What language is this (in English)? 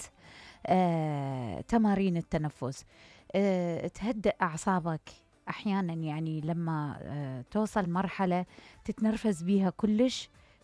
Mesopotamian Arabic